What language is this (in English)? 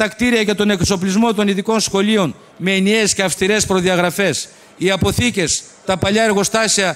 Greek